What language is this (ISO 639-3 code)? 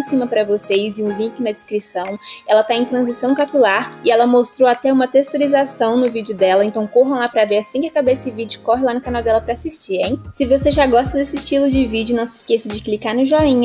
por